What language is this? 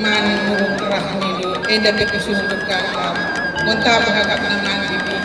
Batak Karo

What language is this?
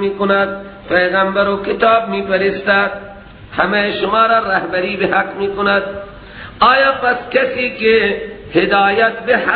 Persian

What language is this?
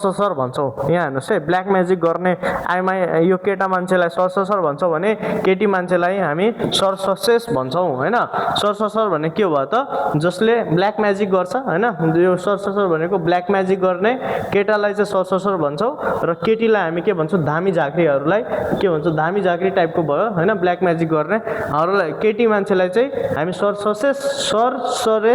Nepali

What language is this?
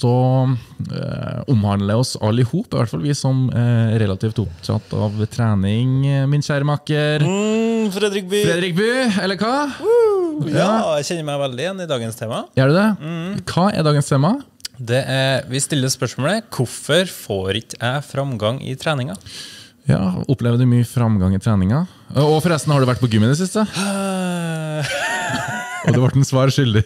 Norwegian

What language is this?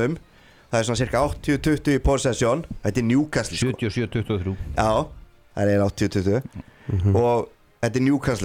Icelandic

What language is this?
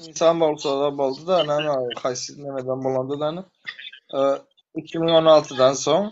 Turkmen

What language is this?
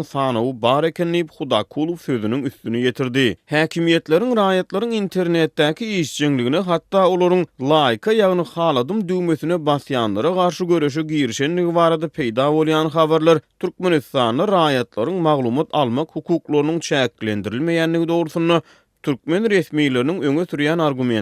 Turkmen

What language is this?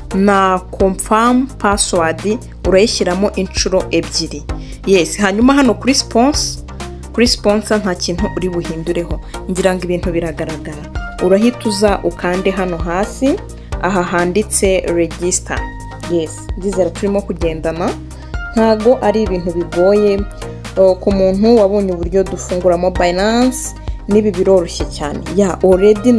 Kinyarwanda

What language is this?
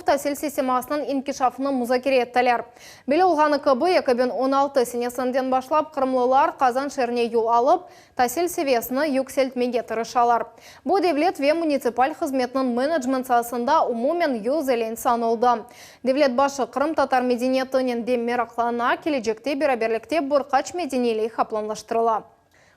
Crimean Tatar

